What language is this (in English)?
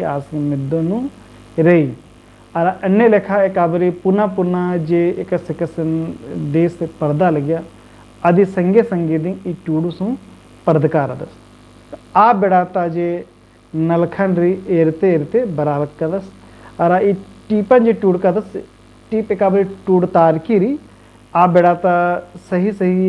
Kurukh